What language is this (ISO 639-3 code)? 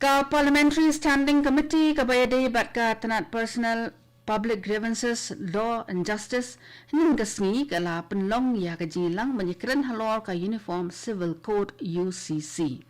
kha